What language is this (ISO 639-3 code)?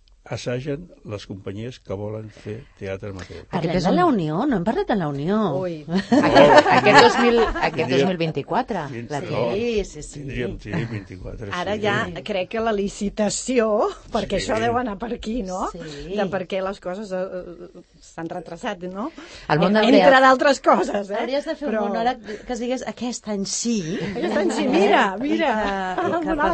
cat